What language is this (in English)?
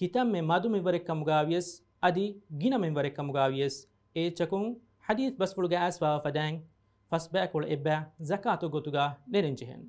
Divehi